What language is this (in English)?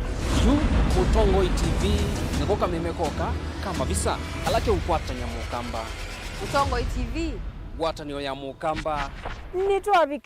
Kamba